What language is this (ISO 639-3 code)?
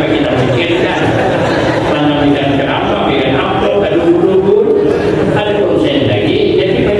bjn